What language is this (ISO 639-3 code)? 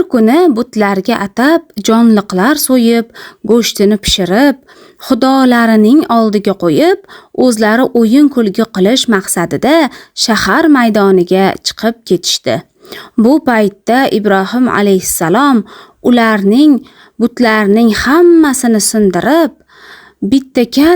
uzb